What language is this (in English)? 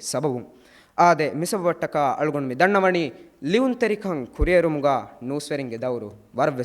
Divehi